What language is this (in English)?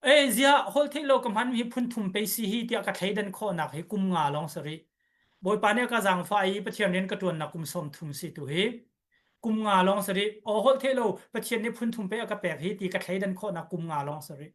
Hakha Chin